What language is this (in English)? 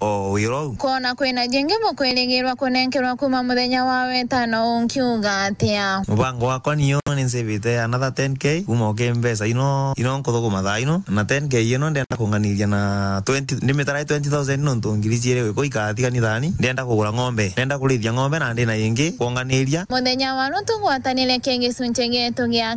Meru